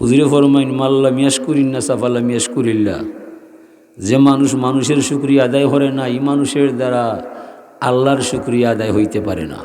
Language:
Sylheti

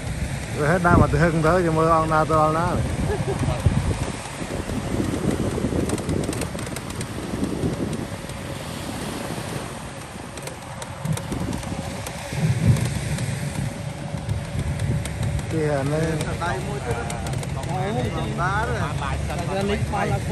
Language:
Vietnamese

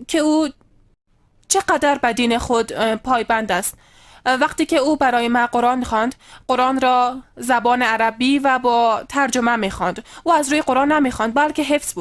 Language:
Persian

